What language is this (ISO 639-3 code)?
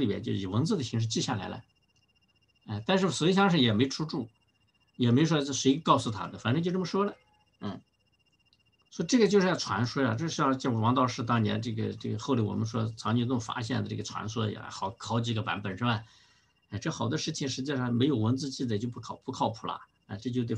zho